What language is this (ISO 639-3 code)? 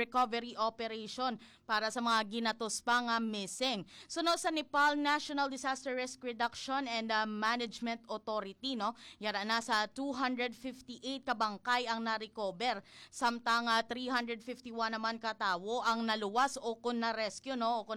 hil